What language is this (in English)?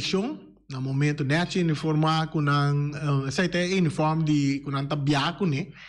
Papiamento